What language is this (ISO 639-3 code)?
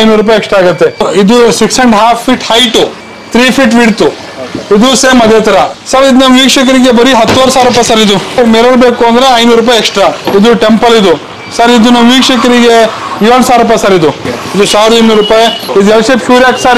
kan